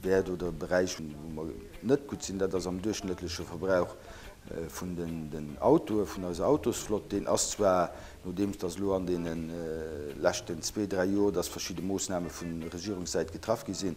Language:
Luxembourgish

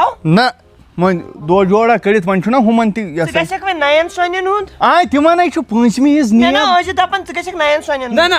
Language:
Kashmiri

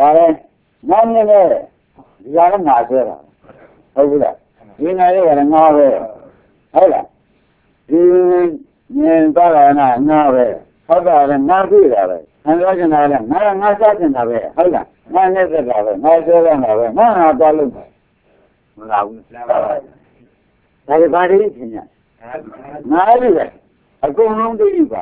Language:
Burmese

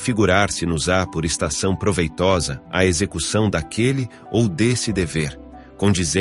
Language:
Portuguese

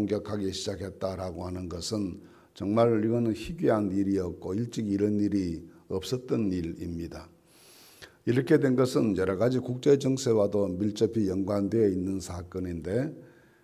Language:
Korean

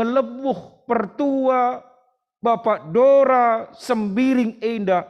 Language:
Batak Karo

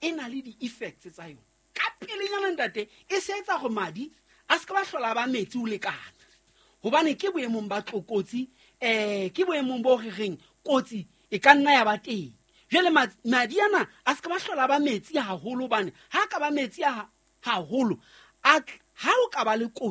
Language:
Southern Sotho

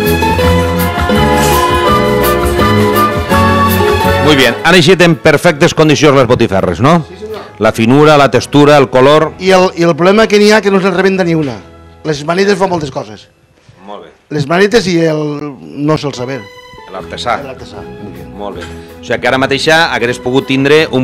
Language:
Catalan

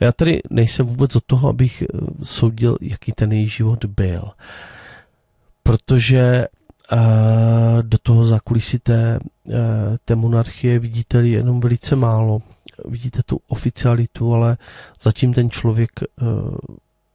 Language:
Czech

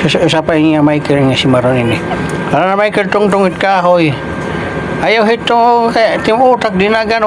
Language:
Waray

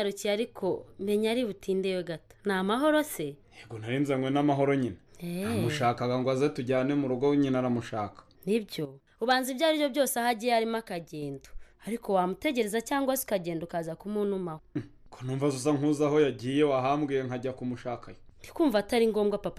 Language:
Kinyarwanda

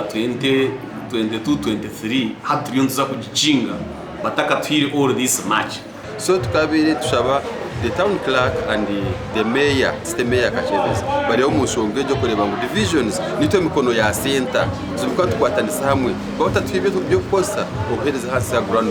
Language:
Nyankole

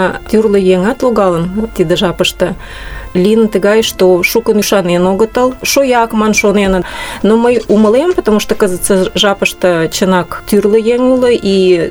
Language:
Mari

